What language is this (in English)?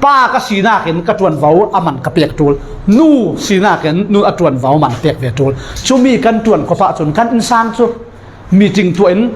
Falam Chin